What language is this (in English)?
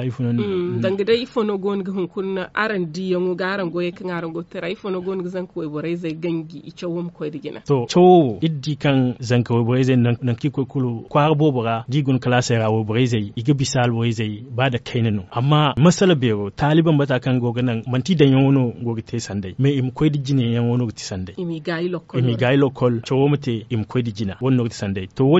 Zarma